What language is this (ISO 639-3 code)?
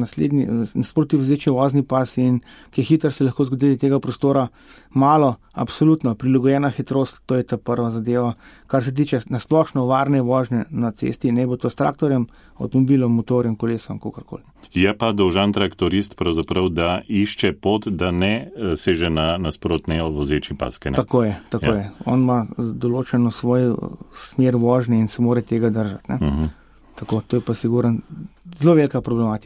slv